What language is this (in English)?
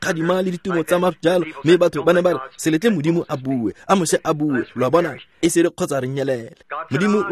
Tswana